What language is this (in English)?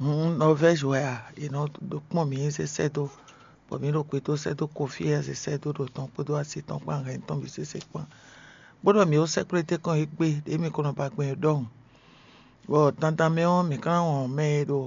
Fon